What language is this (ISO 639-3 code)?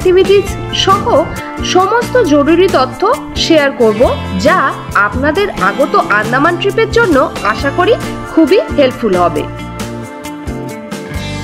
ben